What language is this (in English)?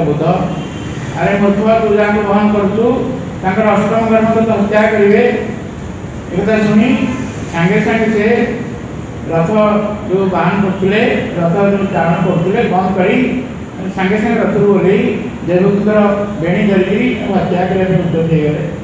Odia